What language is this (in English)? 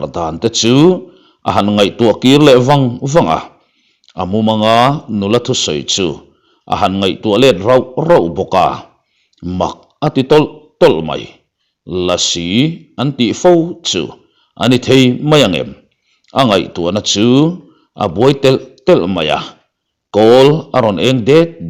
Mizo